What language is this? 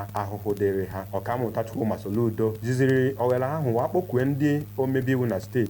Igbo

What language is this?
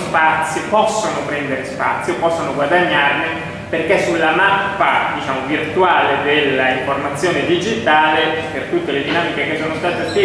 Italian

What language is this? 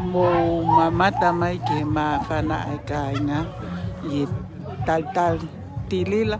Tongan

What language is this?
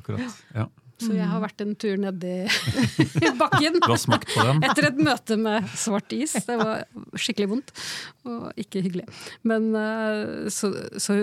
Norwegian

